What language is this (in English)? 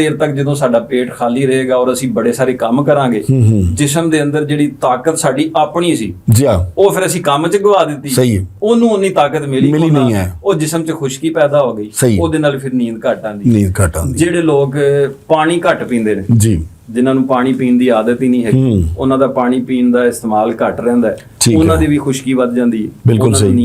Western Panjabi